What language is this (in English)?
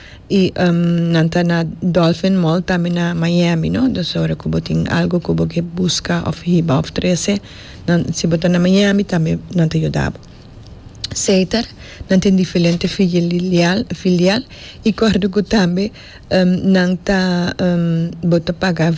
Papiamento